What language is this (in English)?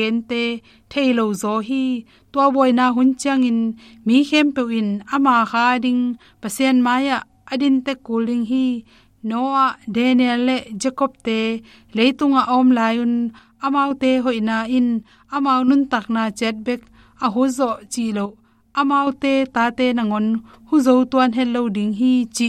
Tedim Chin